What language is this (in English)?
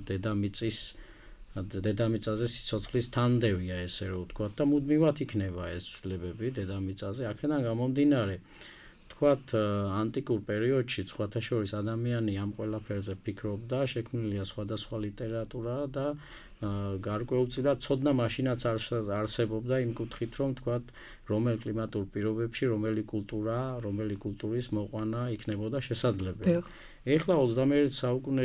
Georgian